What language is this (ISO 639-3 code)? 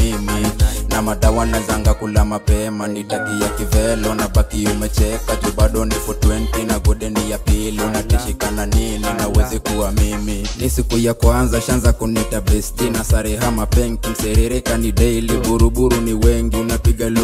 swa